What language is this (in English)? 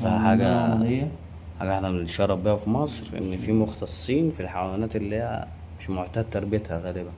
Egyptian Arabic